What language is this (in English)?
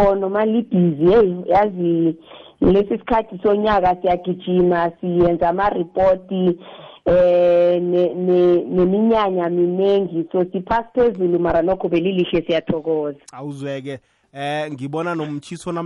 South Ndebele